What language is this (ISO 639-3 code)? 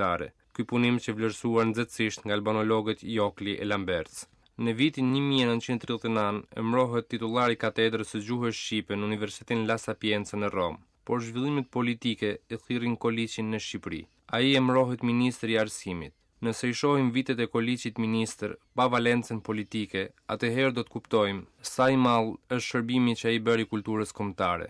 sqi